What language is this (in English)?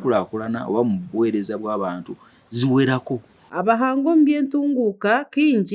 Nyankole